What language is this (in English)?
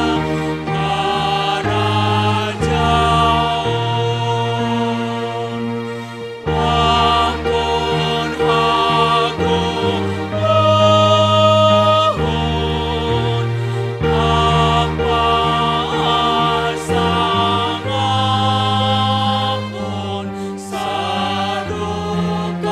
Batak Simalungun